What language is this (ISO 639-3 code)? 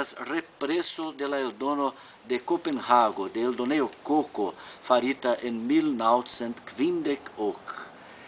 epo